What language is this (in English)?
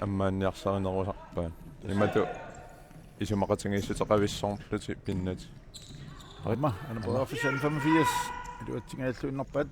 Kalaallisut